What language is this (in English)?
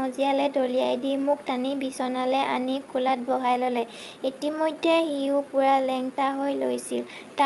Assamese